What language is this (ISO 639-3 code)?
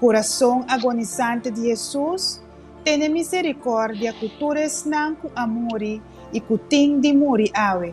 pap